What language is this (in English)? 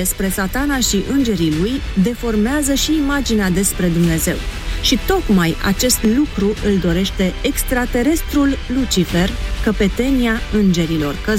Romanian